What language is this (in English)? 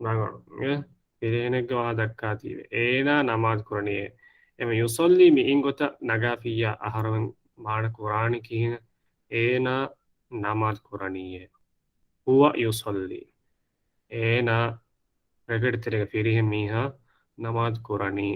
Divehi